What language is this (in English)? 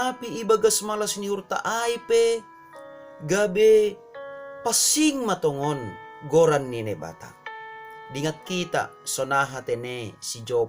Batak Simalungun